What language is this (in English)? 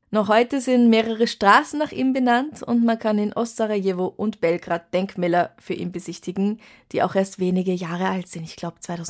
German